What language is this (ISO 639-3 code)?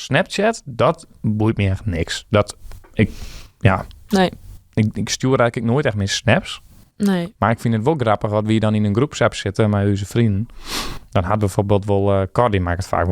fry